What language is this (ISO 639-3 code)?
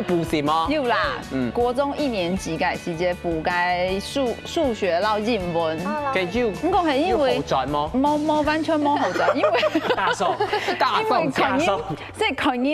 hak